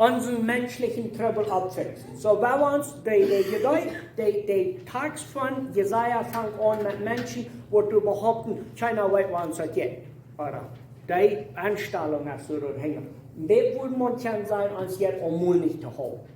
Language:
Plautdietsch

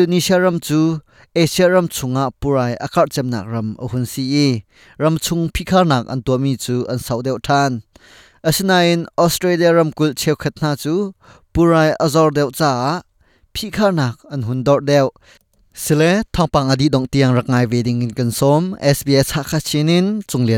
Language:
Hakha Chin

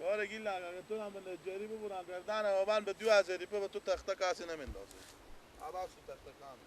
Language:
Persian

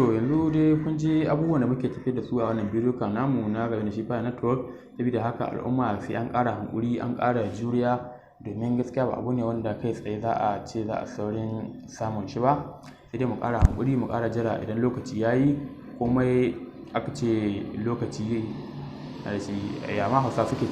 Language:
Hausa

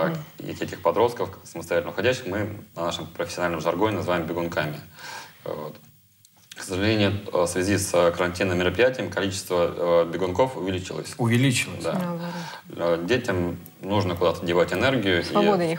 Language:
Russian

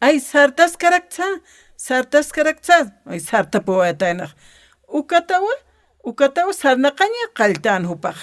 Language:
Aymara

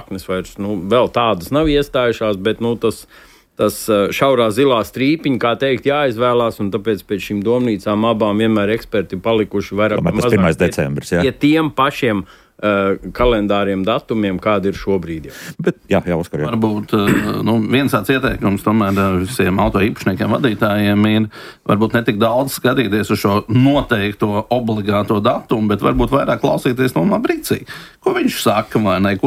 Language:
Latvian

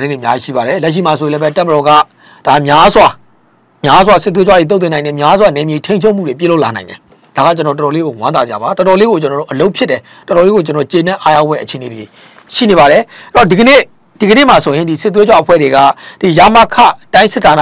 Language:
Burmese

